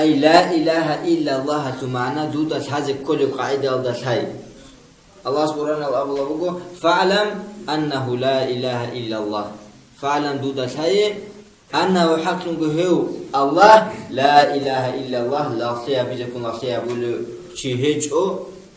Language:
Avaric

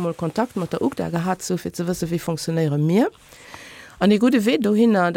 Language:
Luxembourgish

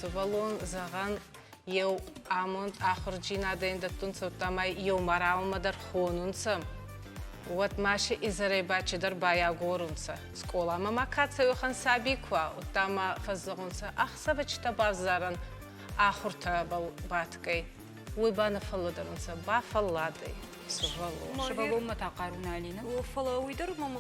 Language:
Ossetic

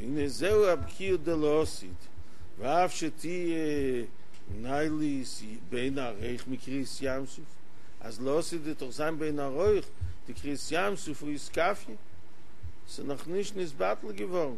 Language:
Yiddish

